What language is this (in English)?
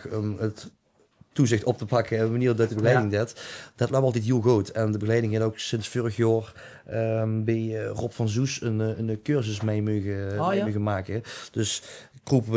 Limburgish